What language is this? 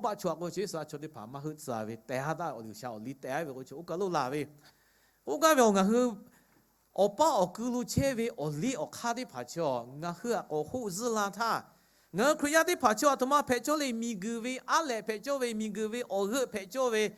Lahu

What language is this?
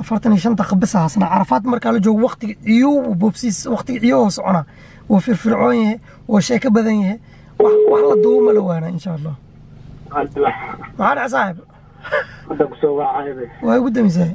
Somali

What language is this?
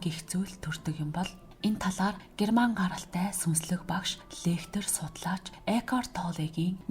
Mongolian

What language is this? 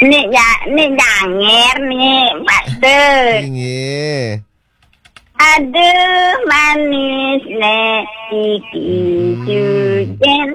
Balinese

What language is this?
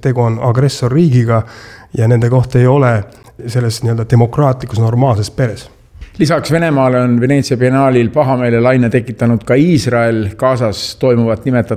Estonian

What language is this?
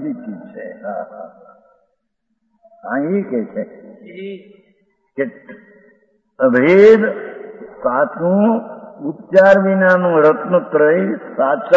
Gujarati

